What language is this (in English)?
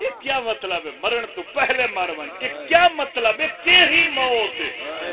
Saraiki